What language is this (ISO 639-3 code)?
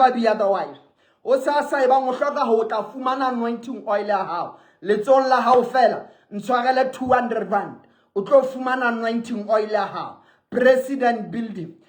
sot